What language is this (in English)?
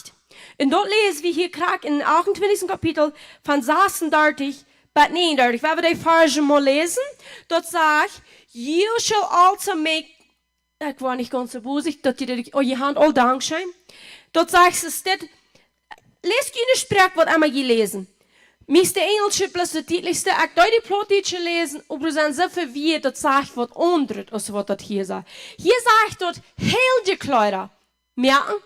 Plautdietsch